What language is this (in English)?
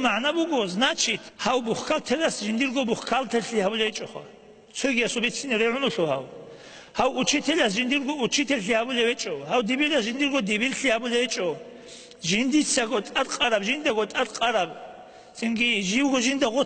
Avaric